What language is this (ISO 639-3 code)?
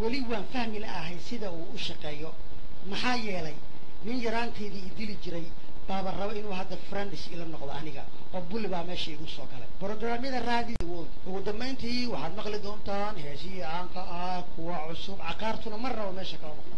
som